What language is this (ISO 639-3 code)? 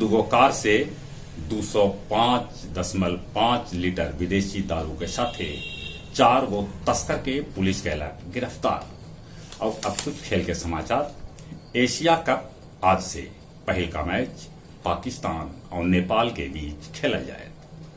mag